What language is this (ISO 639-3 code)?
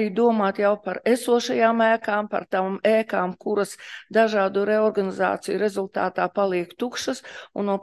lav